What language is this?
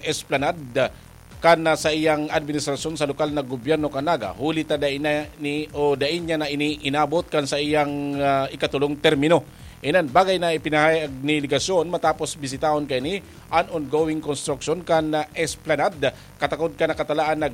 Bikol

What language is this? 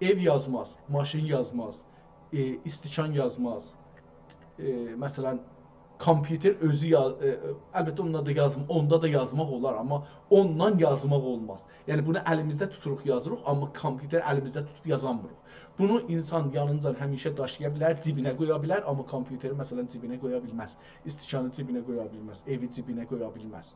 South Azerbaijani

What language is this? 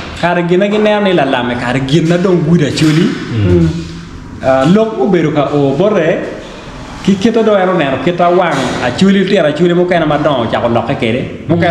Acoli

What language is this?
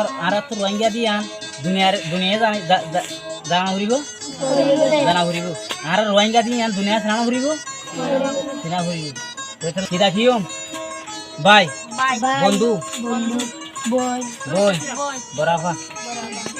Rohingya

